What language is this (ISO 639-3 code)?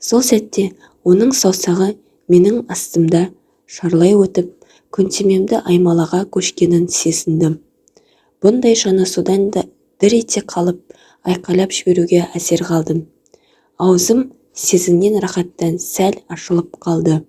kaz